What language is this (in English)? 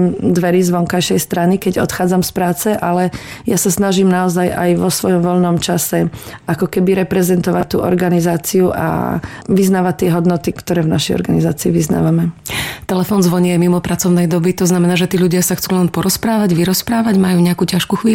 Slovak